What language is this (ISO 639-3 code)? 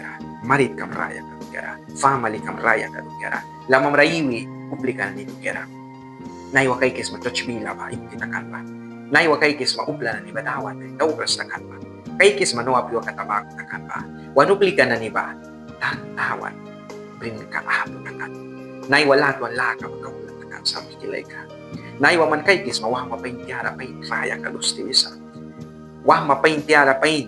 miq